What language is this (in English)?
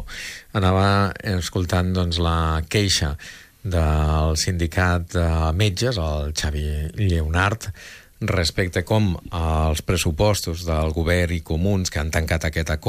Catalan